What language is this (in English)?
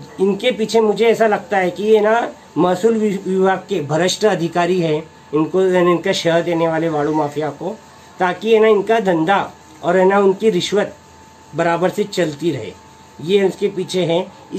Hindi